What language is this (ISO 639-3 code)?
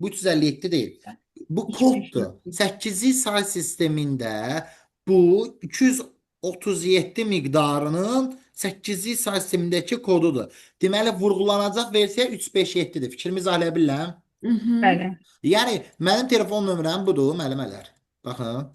aze